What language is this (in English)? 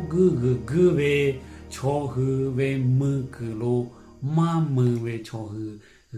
Lahu